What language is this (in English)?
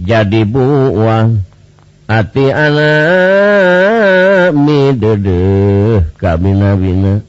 Sundanese